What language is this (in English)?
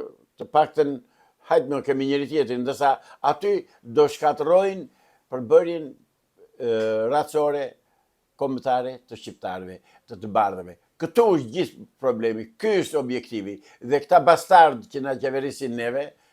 Albanian